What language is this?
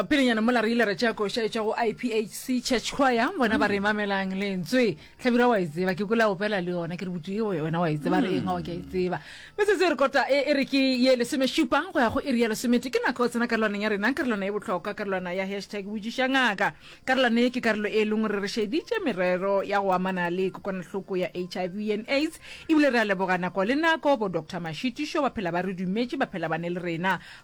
Northern Sotho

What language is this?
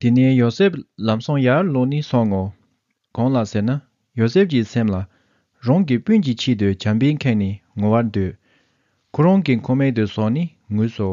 Tibetan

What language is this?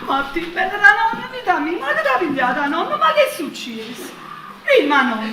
Neapolitan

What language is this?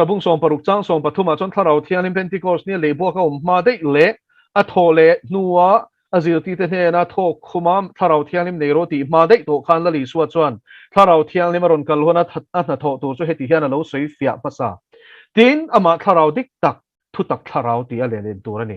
Mizo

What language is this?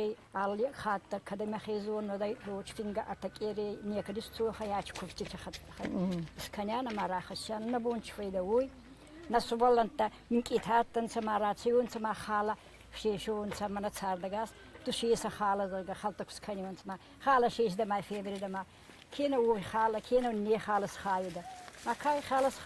Ossetic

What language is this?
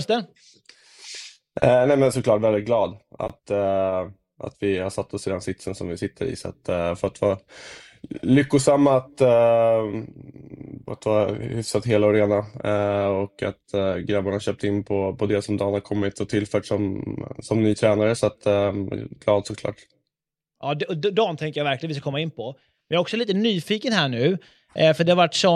Swedish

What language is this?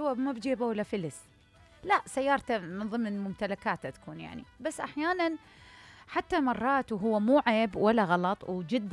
Mesopotamian Arabic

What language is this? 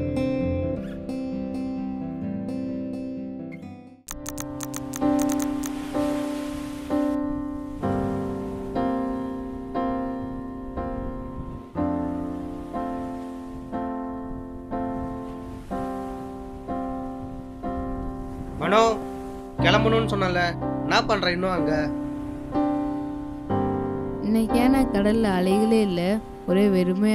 Tamil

